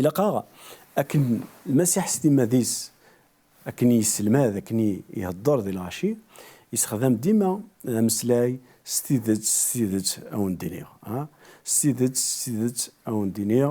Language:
Kabyle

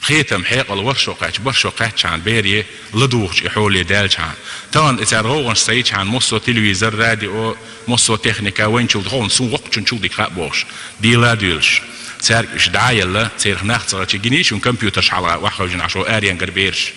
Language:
Chechen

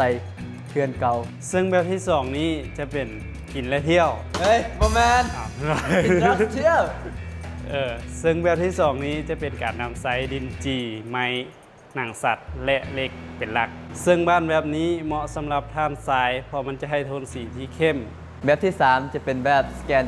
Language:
Lao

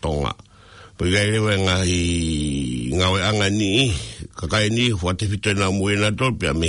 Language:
Tongan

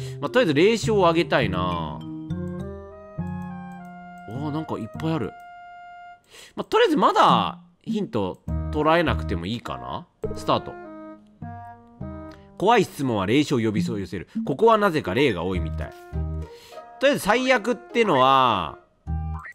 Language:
Japanese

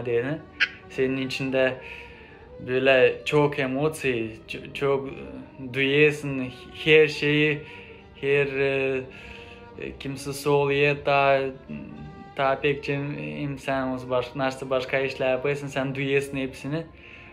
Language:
Gagauz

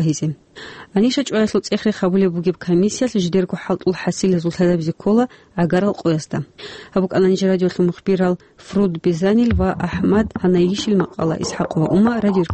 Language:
Avaric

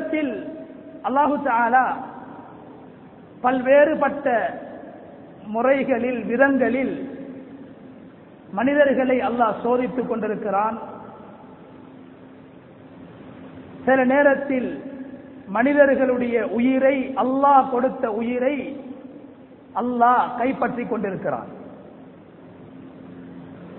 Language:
Tamil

